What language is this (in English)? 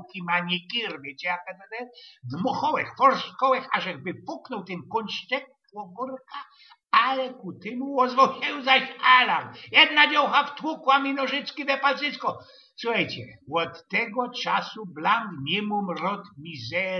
Silesian